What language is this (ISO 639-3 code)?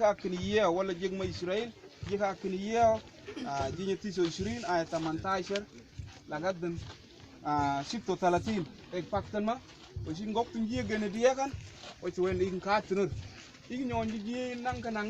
mfz